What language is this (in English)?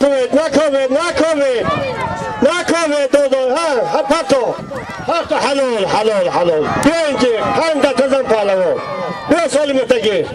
Tajik